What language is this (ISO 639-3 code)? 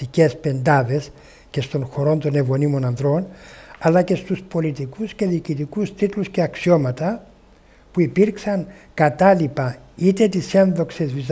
ell